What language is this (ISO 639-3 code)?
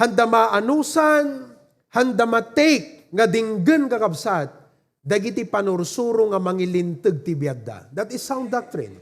ilo